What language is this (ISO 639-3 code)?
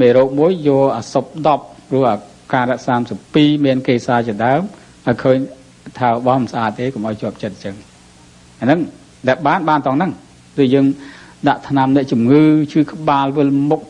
khm